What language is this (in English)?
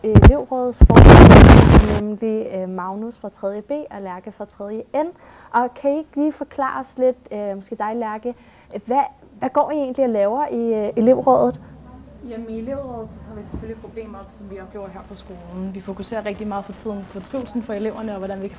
Danish